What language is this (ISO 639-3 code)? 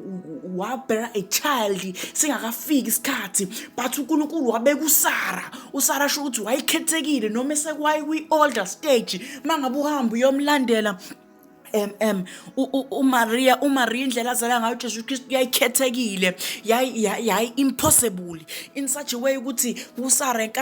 zul